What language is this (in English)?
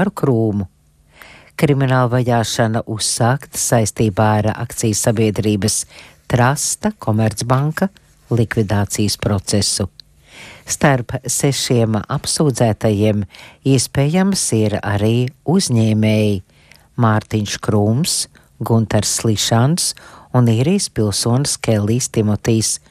Latvian